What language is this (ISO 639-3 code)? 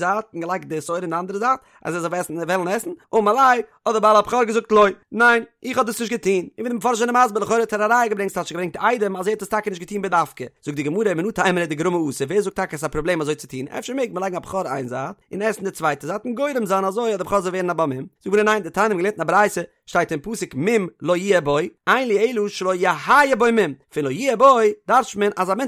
yid